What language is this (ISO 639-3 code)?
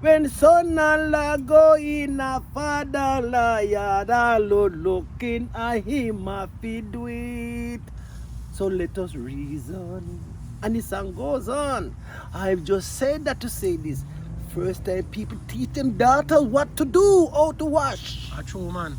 jam